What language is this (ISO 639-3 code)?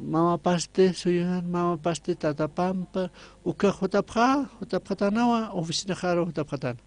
aym